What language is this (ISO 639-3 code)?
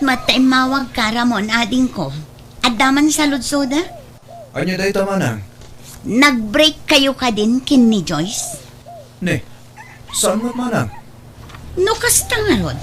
ilo